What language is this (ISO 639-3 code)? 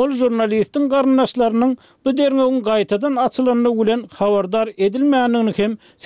tuk